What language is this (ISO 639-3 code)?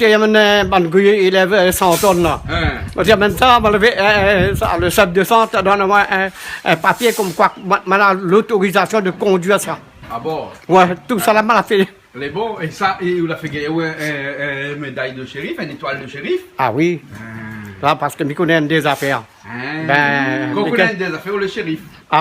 rcf